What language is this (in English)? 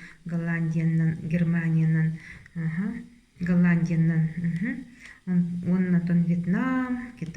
Yakut